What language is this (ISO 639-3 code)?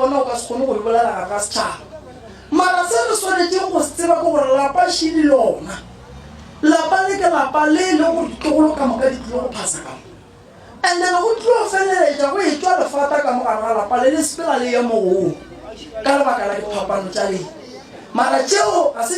nso